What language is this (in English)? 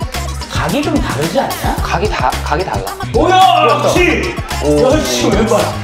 Korean